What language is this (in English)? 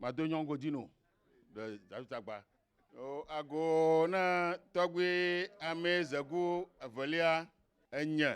Ewe